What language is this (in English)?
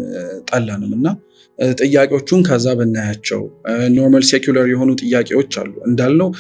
Amharic